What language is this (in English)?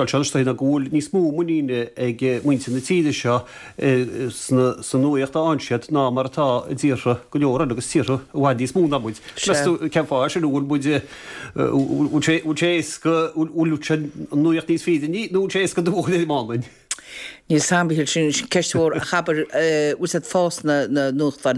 Irish